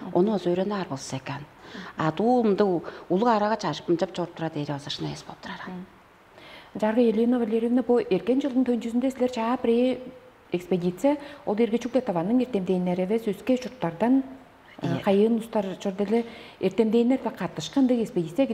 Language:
Tuvinian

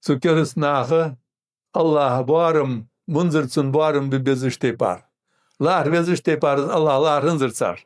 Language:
Ingush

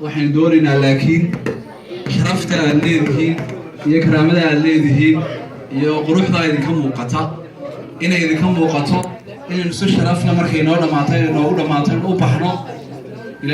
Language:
Somali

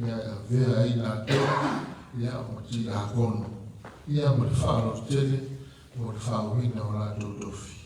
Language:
Samoan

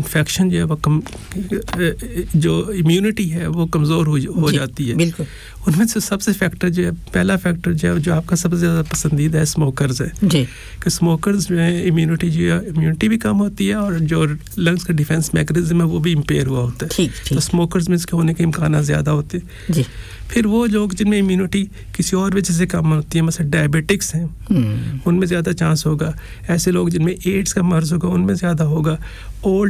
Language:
Urdu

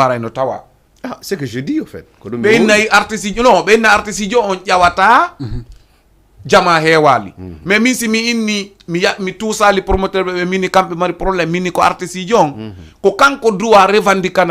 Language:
Fula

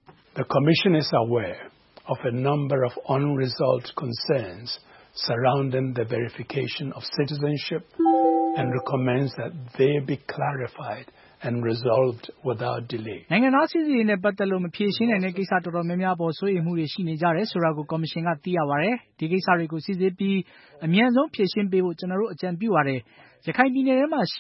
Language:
Burmese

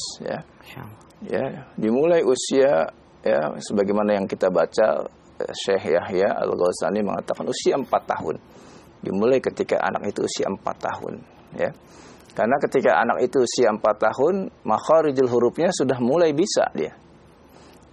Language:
Indonesian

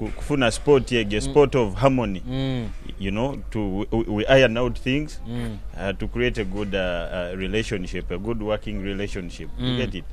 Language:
Nyoro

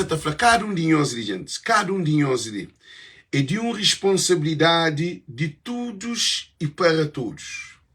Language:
Kabuverdianu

